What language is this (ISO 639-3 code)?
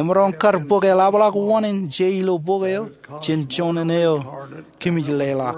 mah